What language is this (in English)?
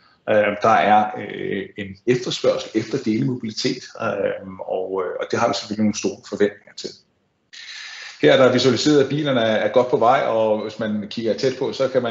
Danish